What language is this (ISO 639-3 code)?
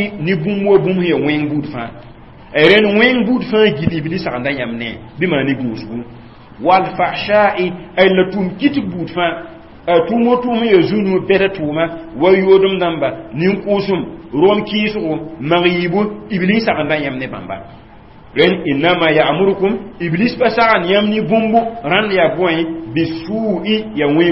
mos